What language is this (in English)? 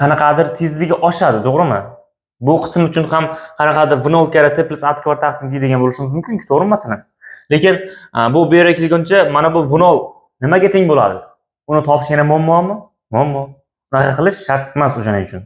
Uzbek